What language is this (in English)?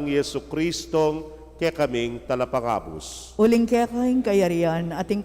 Pampanga